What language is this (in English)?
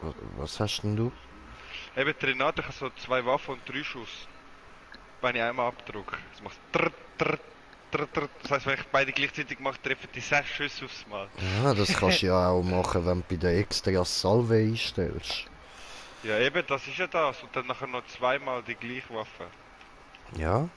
Swiss German